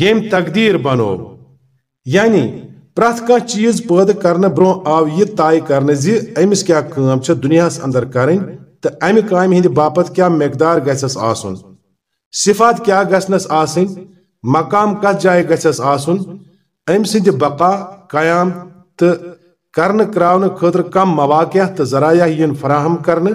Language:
Kashmiri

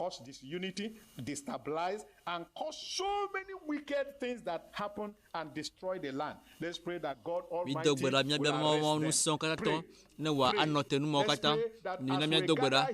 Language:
Ewe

